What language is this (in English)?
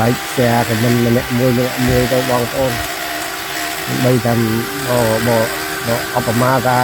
Khmer